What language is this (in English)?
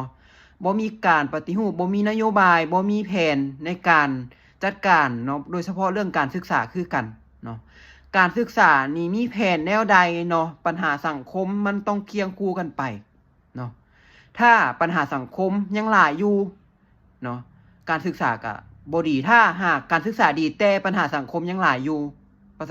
Lao